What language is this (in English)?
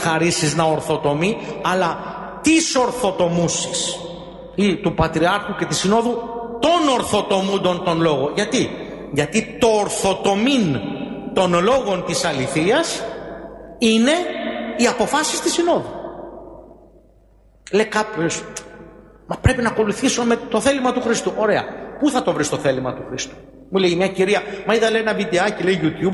Greek